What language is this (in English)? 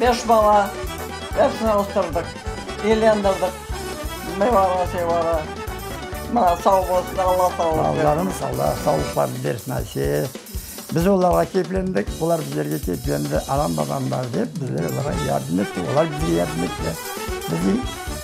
Crimean Tatar